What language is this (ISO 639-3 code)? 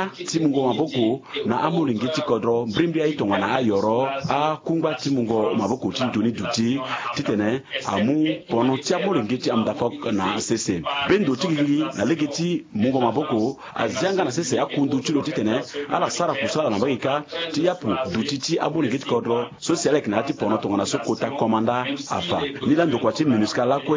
sag